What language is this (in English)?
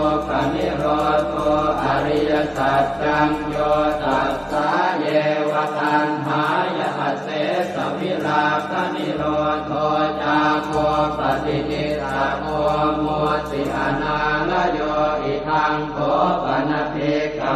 Pali